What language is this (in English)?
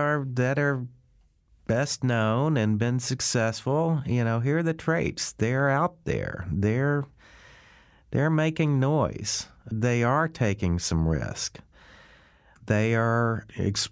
English